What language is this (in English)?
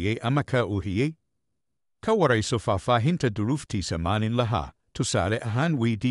Somali